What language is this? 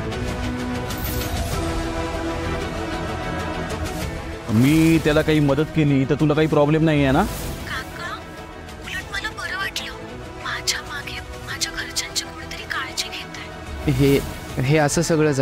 Marathi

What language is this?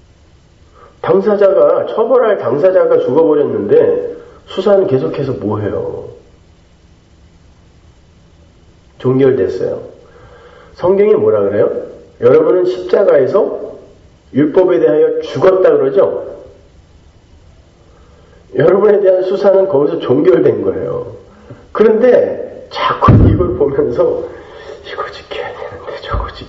Korean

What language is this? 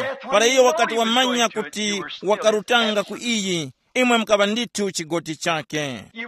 Tumbuka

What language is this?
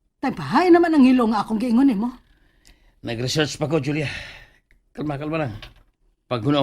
Cebuano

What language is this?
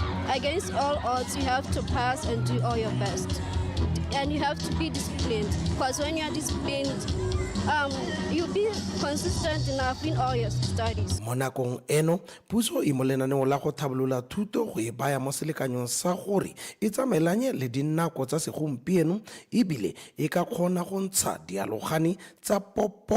Tswana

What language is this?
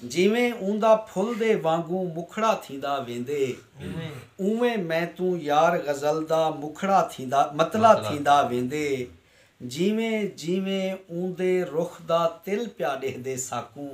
Saraiki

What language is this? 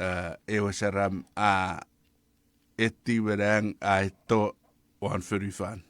Chuukese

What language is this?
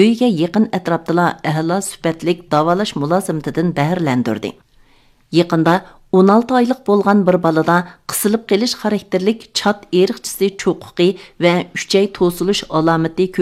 Uyghur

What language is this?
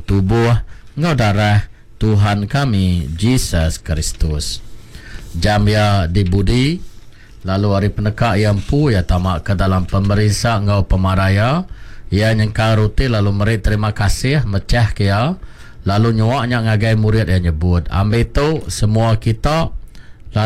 Iban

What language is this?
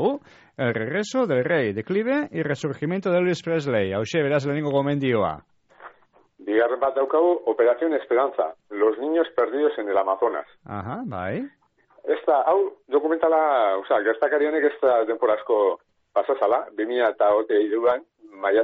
Basque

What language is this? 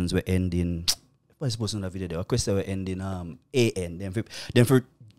Jamaican Creole English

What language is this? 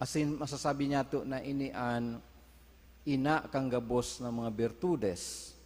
Bikol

